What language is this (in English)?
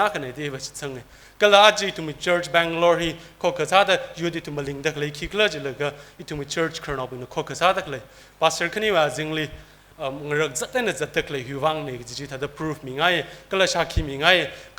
Tangkhul Naga (India)